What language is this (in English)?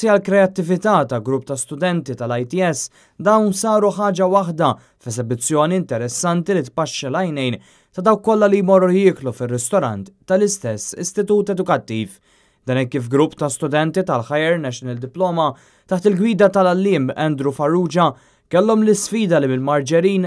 Maltese